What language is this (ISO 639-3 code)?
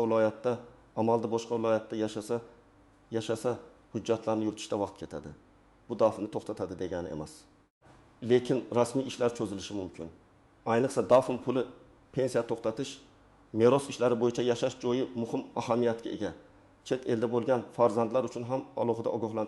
uzb